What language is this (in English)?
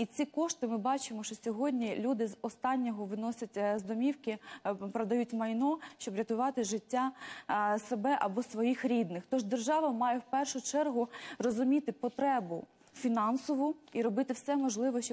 Ukrainian